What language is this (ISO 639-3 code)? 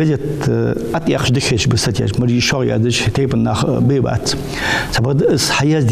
inh